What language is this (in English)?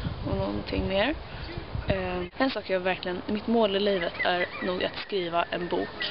Swedish